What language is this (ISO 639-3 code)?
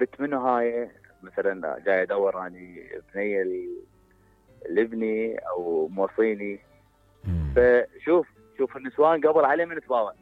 acm